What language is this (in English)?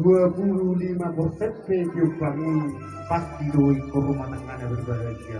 Batak Toba